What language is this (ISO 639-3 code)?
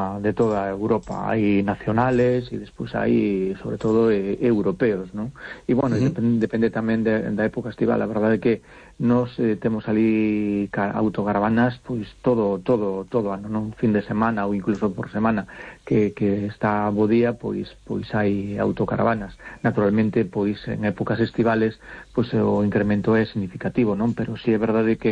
glg